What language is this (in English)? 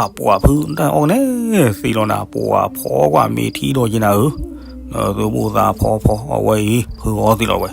S'gaw Karen